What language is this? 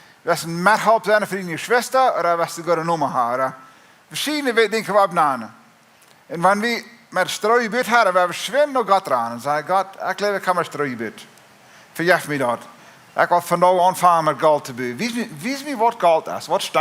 Plautdietsch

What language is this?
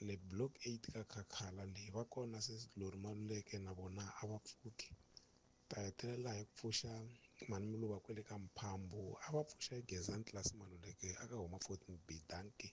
Tsonga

